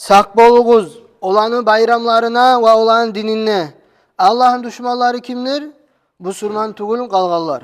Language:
Kumyk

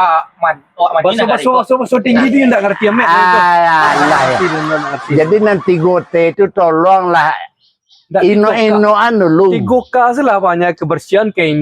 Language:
Minangkabau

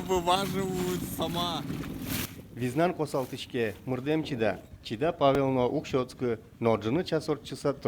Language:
Udmurt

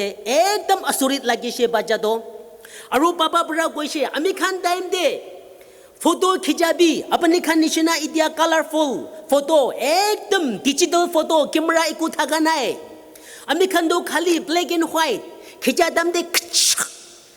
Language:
Naga Pidgin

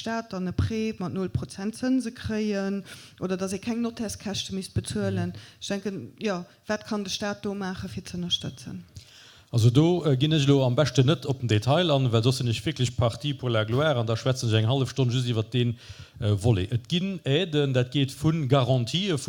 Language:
Luxembourgish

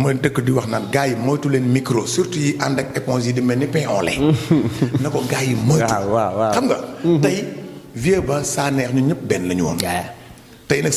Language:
Wolof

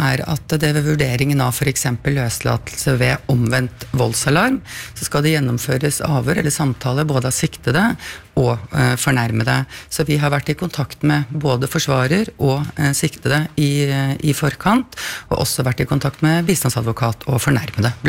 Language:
Norwegian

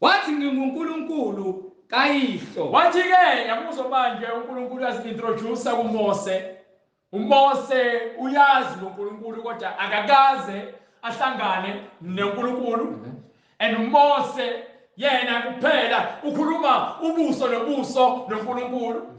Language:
Zulu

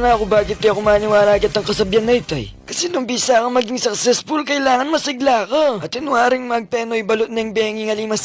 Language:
Pampanga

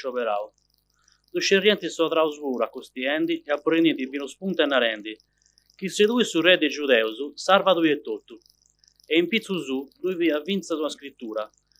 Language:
Sardinian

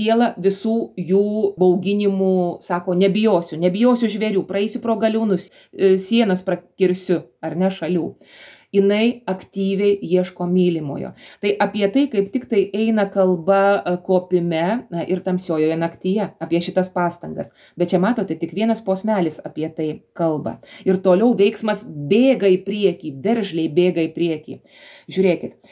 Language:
Lithuanian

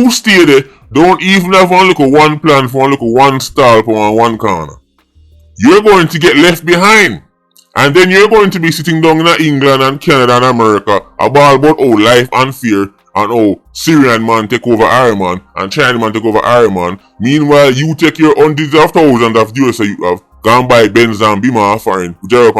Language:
Jamaican Creole English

